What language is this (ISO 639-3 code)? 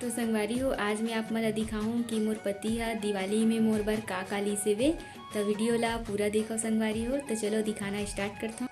hne